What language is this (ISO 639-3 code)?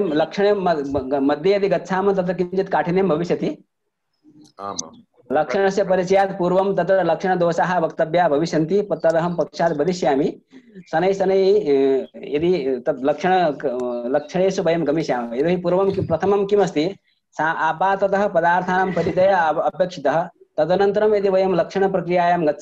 san